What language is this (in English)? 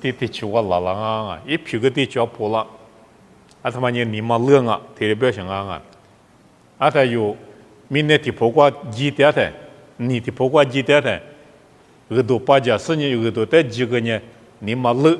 Lisu